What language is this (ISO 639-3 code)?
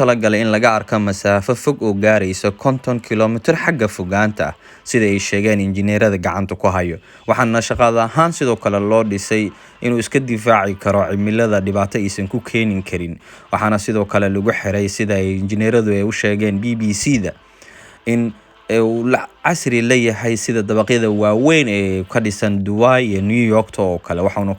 som